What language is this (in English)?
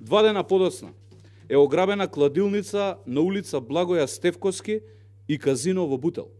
Macedonian